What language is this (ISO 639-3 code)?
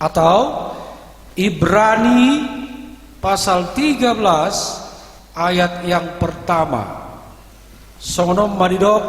bbc